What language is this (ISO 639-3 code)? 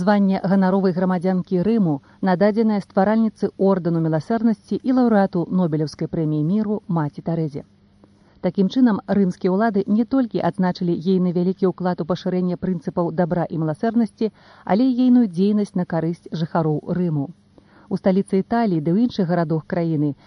bel